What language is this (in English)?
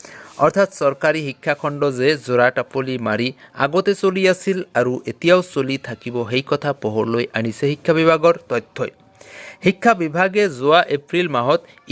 Assamese